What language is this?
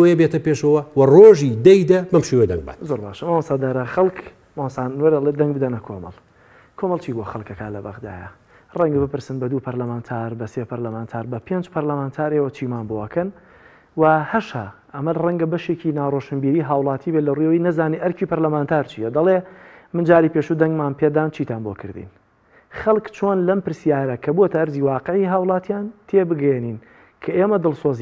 Central Kurdish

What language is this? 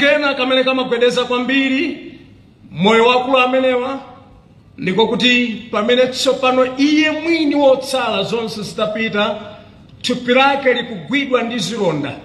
Nyanja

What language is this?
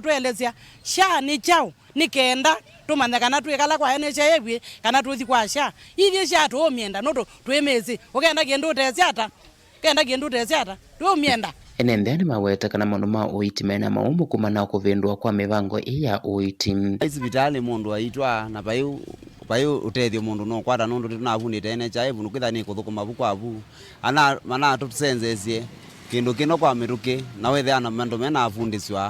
Kamba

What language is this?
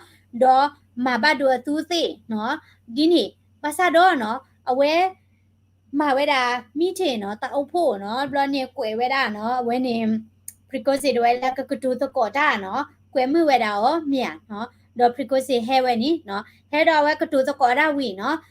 S'gaw Karen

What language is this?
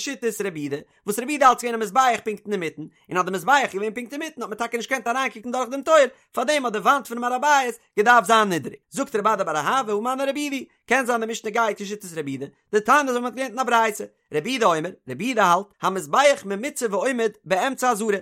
Yiddish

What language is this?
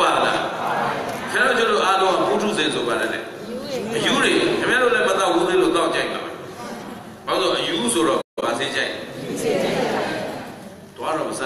Burmese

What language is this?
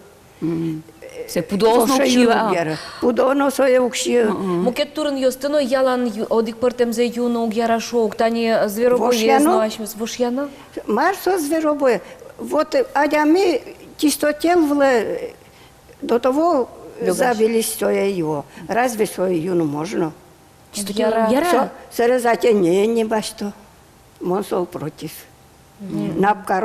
Udmurt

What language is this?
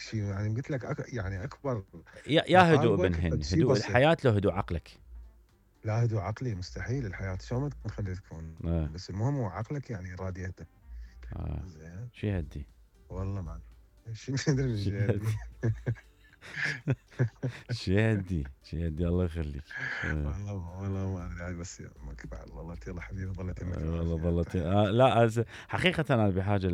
Mesopotamian Arabic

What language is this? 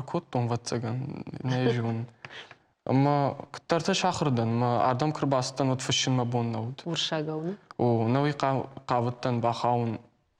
Ossetic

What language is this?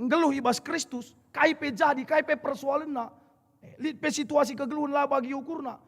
Batak Karo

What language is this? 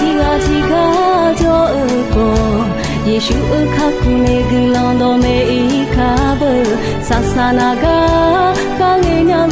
Akha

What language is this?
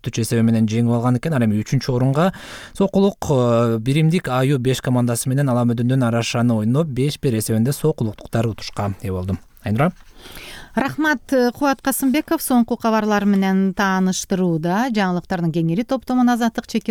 Kyrgyz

